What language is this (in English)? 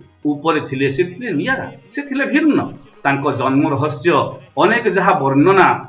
Odia